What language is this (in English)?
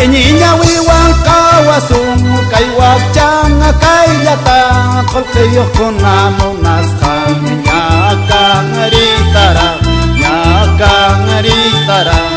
Quechua